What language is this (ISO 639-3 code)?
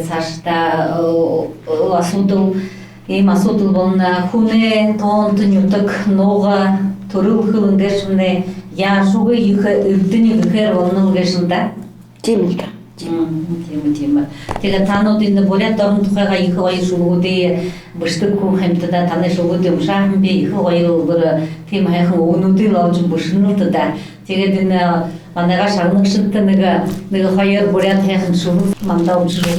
bua